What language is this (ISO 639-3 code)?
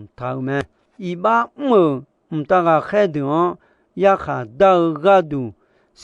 ahk